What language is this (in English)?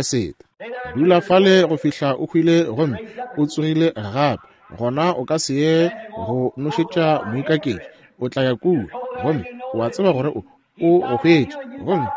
Northern Sotho